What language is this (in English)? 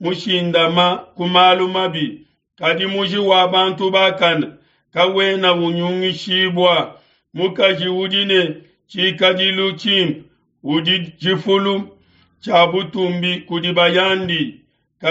Luba-Lulua